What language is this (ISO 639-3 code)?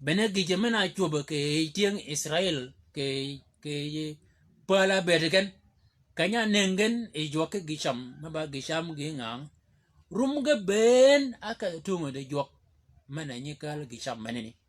shk